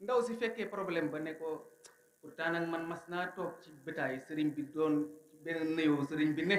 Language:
Wolof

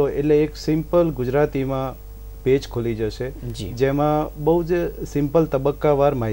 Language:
Gujarati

